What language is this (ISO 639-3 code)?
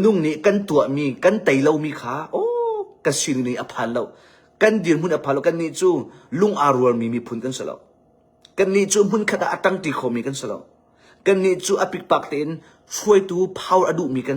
cnh